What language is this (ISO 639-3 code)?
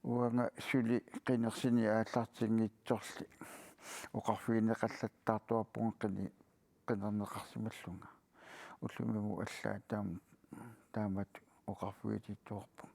kal